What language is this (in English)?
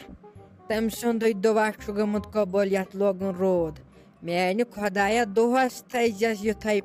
Kashmiri